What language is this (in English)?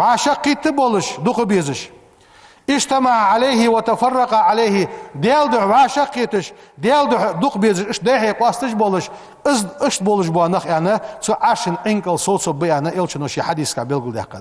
Ingush